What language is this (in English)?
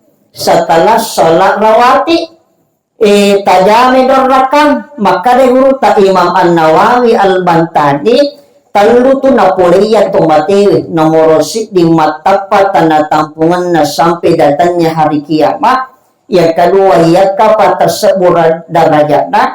Buginese